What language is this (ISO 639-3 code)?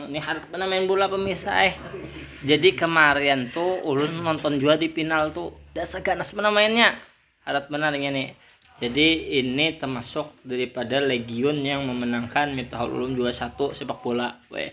bjn